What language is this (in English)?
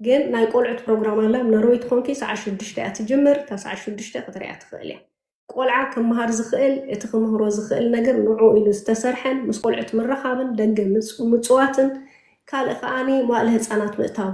Tigrinya